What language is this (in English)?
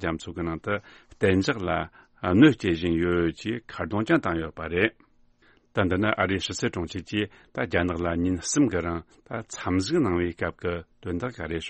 Tibetan